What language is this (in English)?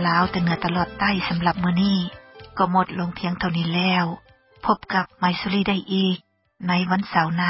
Lao